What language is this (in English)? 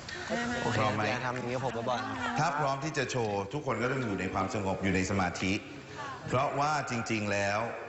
Thai